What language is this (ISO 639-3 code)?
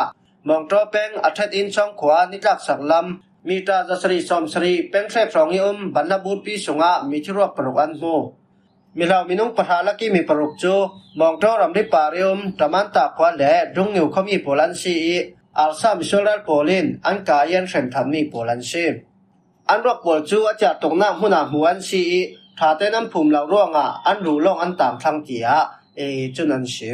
cfm